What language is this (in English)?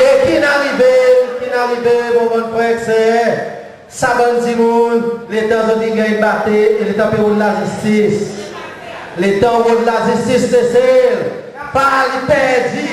Seselwa Creole French